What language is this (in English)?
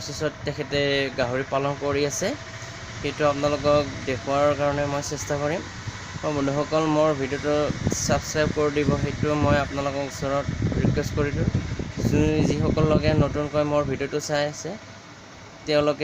Assamese